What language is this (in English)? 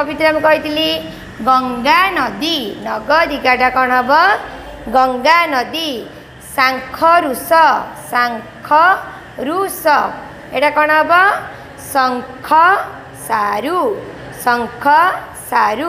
Odia